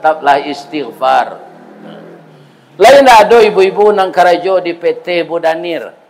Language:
Minangkabau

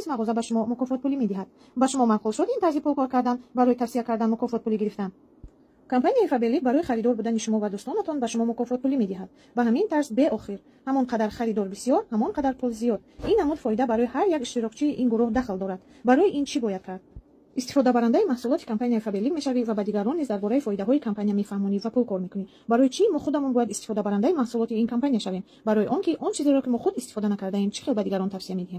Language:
Tajik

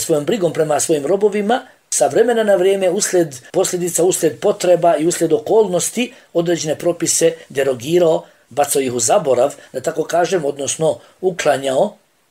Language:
Bosnian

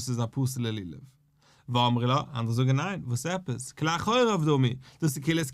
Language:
Yiddish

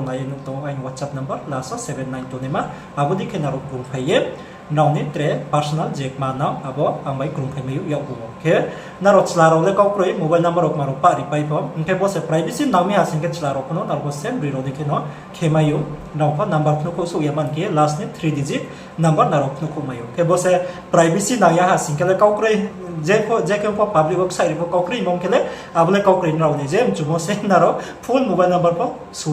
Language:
Riang (India)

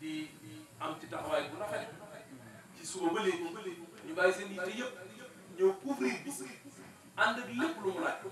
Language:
Wolof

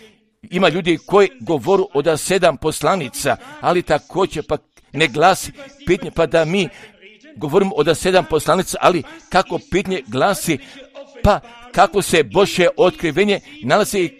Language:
Croatian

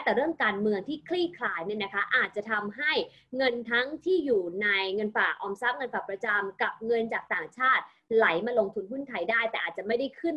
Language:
Thai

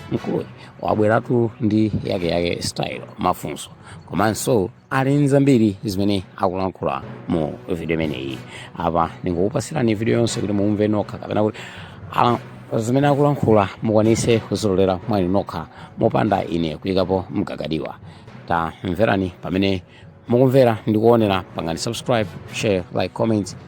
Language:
Nyanja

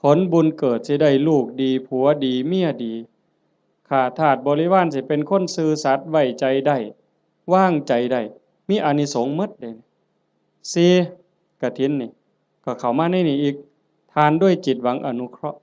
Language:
Northeastern Thai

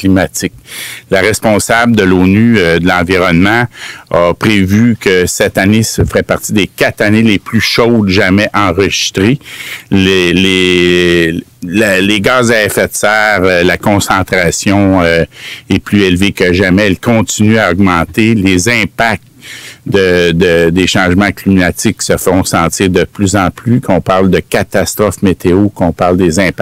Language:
French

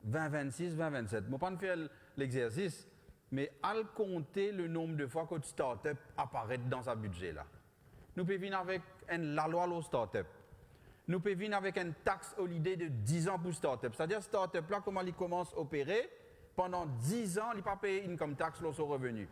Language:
Morisyen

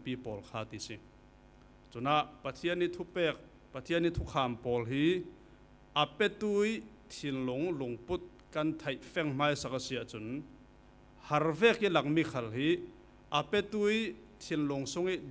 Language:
Falam Chin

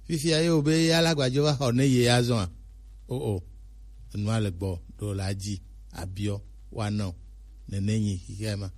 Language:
Gen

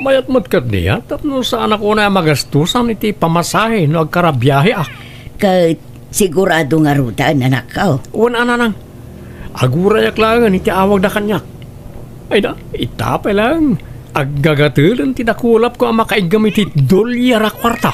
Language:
Iloko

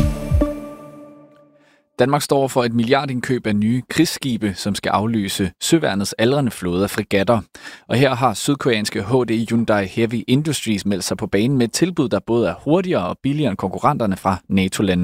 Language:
Danish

